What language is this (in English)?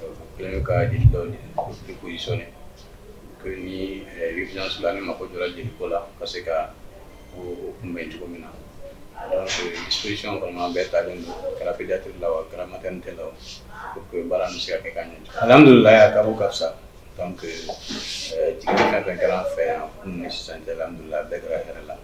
Bambara